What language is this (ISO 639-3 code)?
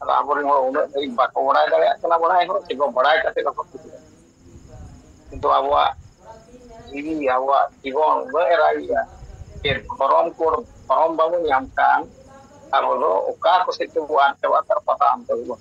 sat